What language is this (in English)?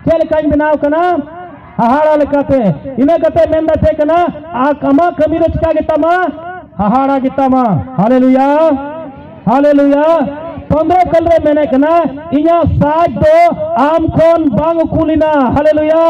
Santali